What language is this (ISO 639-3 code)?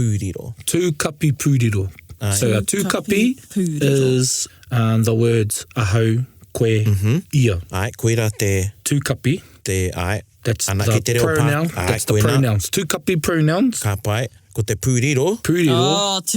mri